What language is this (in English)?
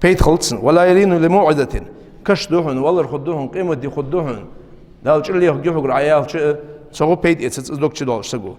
Ingush